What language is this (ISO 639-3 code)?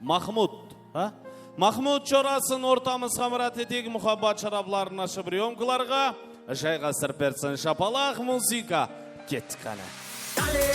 kaa